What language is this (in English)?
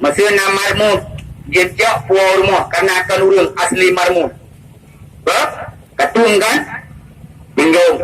Achinese